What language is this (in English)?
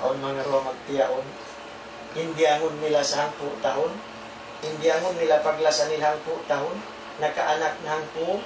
Tausug